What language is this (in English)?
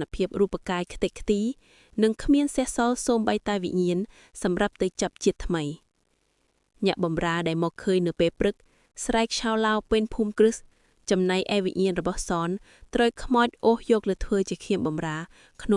Khmer